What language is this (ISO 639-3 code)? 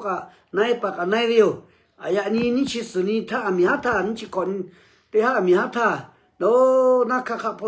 lhu